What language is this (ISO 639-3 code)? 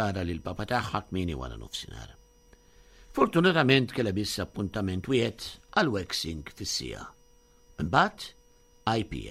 mlt